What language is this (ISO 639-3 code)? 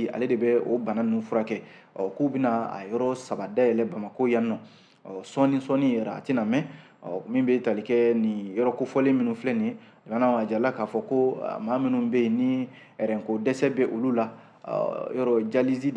bam